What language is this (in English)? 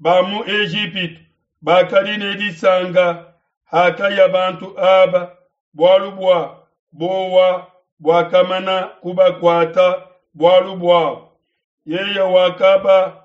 Luba-Lulua